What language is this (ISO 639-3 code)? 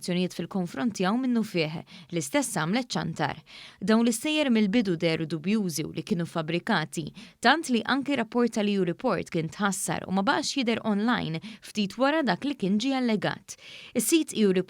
mlt